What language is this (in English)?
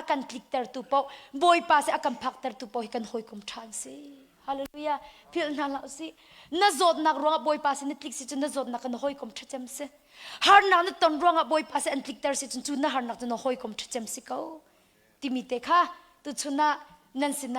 Hakha Chin